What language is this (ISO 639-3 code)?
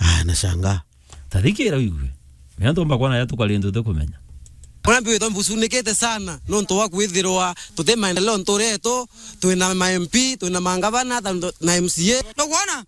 mer